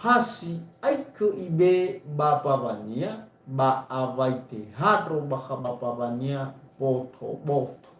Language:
Nias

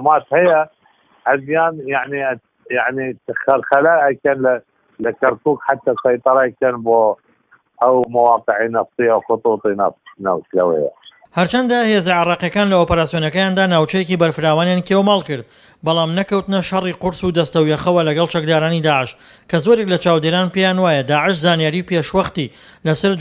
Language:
Central Kurdish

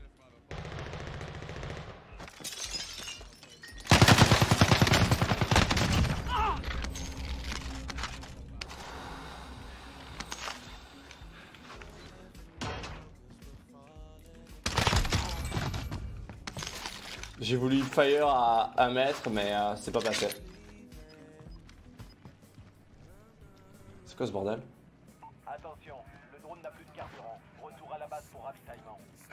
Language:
French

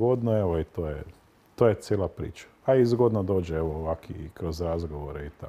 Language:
Croatian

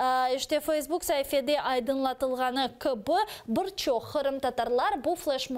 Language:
Crimean Tatar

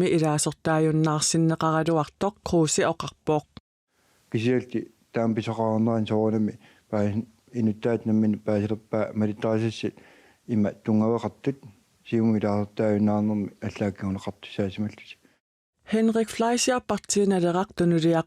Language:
Kalaallisut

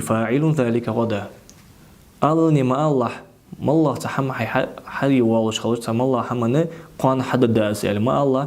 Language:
Ingush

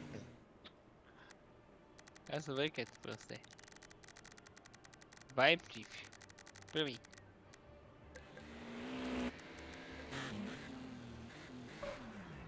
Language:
Slovak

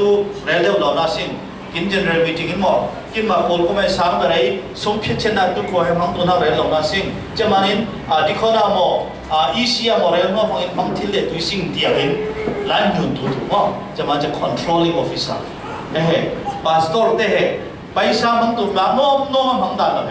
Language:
Falam Chin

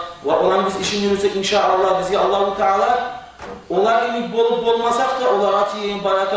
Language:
Kumyk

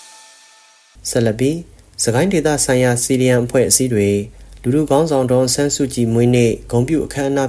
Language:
Burmese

